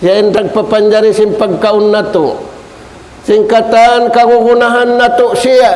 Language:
Tausug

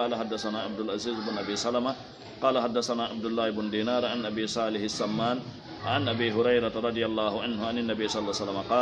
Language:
Fula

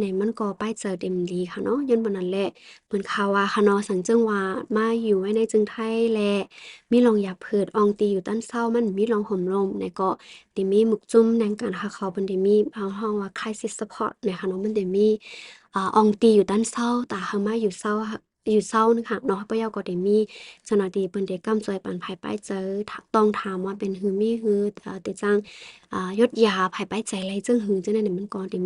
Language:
Shan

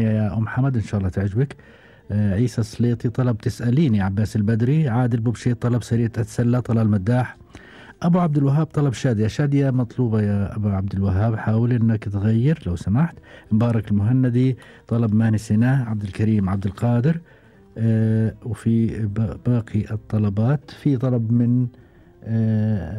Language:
Gulf Arabic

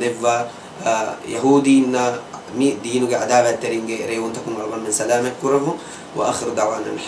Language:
Divehi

